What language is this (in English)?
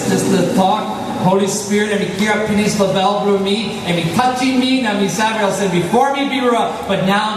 Tok Pisin